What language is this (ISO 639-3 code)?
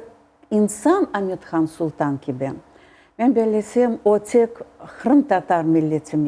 crh